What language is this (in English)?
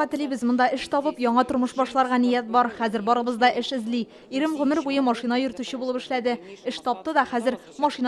Tatar